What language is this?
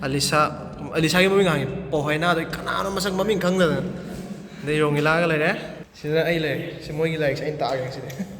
Manipuri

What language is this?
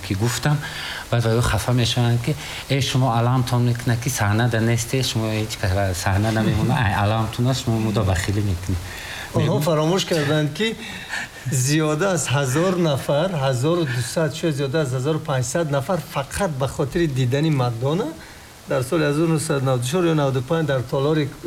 Tajik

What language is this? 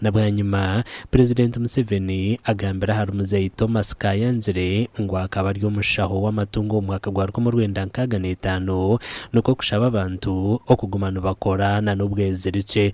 Nyankole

